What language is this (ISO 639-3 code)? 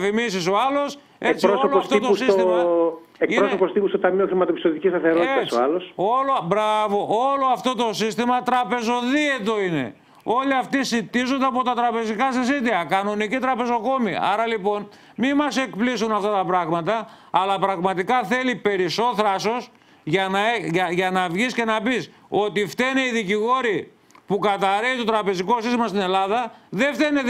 ell